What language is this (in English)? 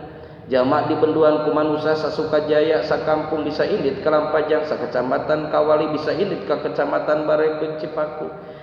Sundanese